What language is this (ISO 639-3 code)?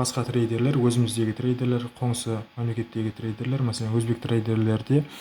kaa